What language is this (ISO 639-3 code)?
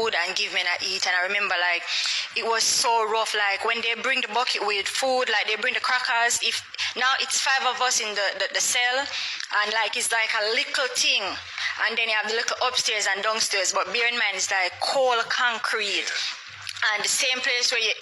jam